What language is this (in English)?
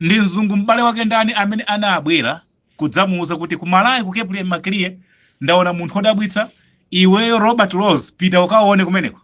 Nyanja